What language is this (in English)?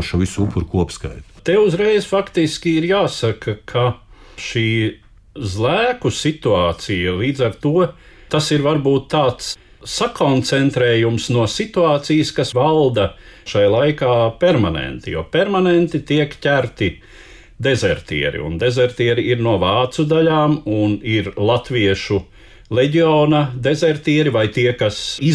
Latvian